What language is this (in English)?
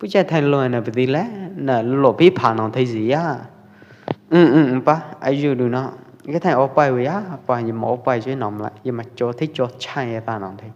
Pwo Eastern Karen